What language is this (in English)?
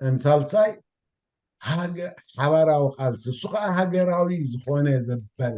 Tigrinya